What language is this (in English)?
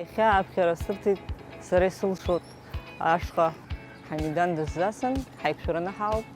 Abkhazian